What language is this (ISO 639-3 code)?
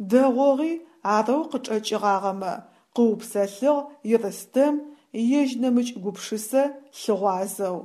ady